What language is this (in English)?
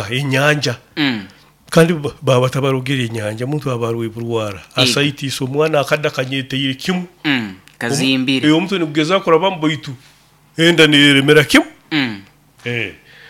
Nyoro